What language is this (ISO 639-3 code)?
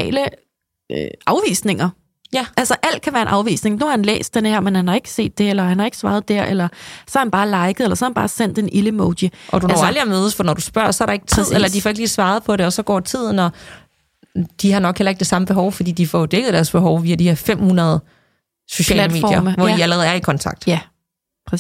dan